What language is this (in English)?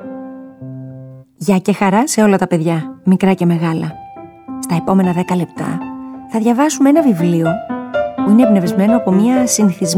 Greek